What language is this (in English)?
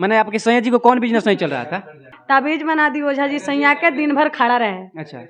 Bhojpuri